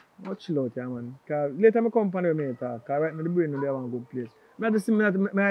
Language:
Jamaican Creole English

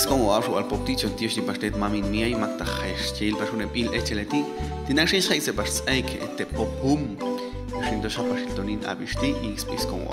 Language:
Popti'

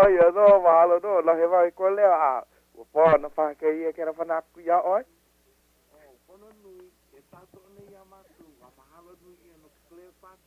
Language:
Hawaiian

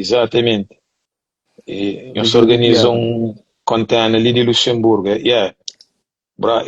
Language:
Kabuverdianu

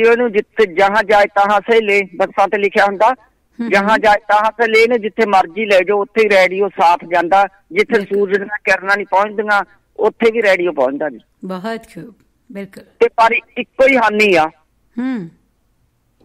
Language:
Punjabi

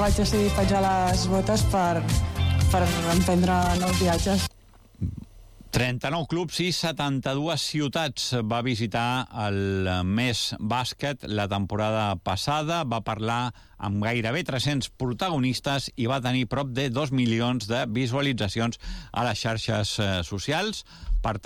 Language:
Catalan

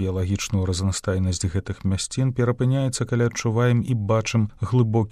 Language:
Belarusian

